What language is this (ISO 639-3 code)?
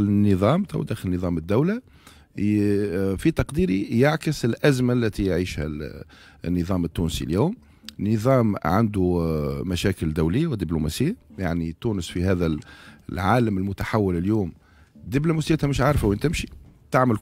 aeb